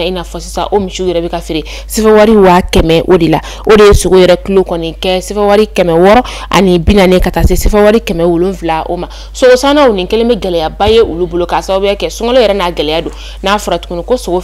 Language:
Bambara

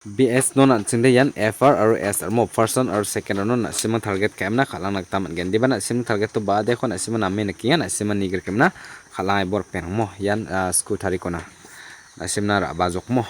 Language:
Garo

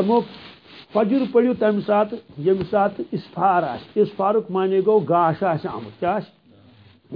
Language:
Kashmiri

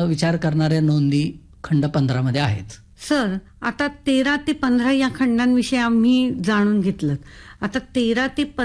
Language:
Marathi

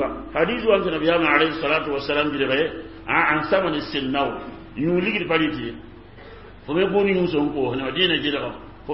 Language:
Mossi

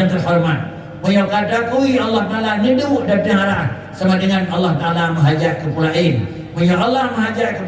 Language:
Achinese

